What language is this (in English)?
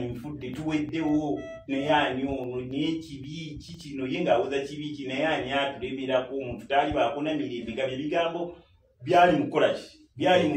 Ganda